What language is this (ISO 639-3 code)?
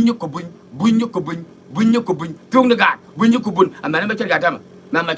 nus